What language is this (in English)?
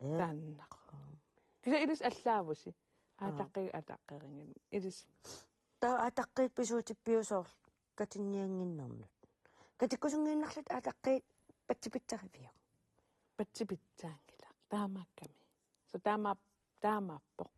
Kalaallisut